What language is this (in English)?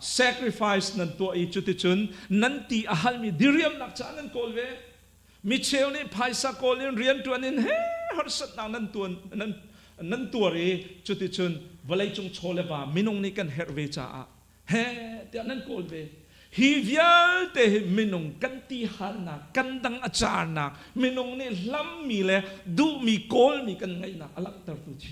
Hakha Chin